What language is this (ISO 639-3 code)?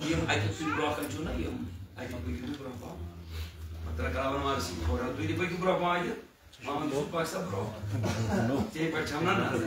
kas